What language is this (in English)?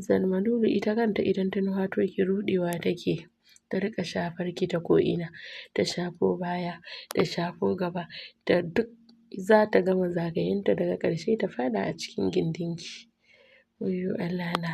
Hausa